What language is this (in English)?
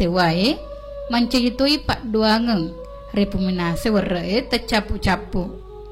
Buginese